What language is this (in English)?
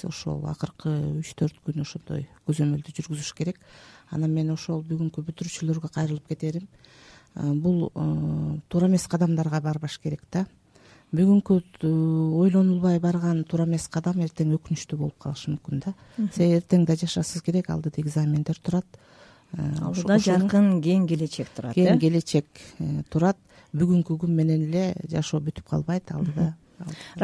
Kyrgyz